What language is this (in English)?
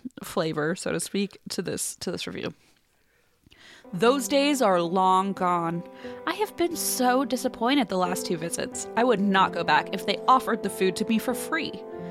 English